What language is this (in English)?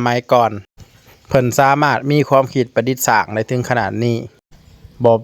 Northeastern Thai